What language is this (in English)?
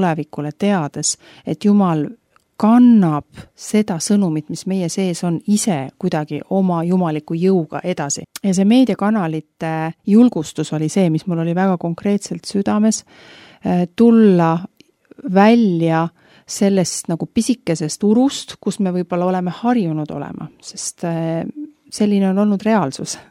Estonian